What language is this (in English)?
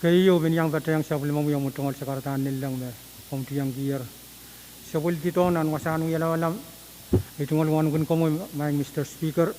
Pohnpeian